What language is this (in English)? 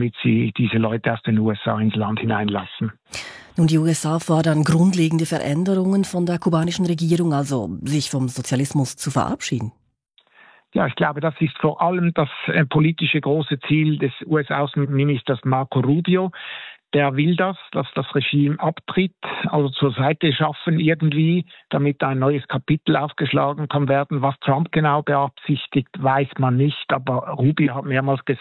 German